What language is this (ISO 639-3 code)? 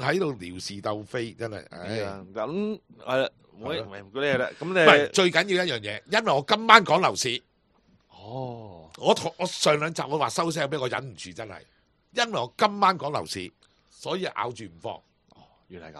yue